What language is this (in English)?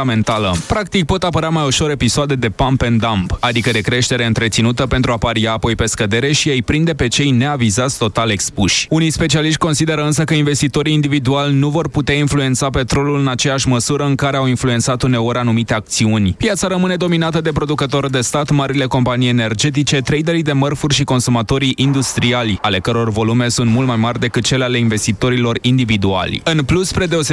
Romanian